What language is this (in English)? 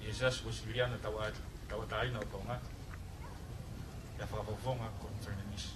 Tongan